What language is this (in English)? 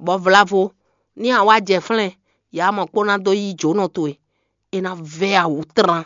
Fon